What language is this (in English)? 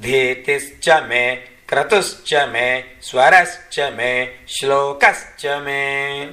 Sanskrit